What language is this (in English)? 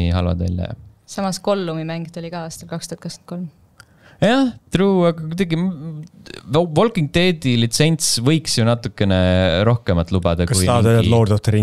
Estonian